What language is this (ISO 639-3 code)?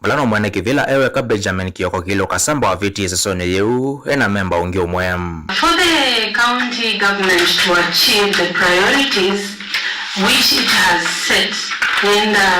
kam